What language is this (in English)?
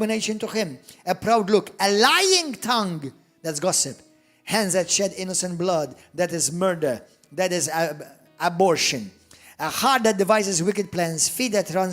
English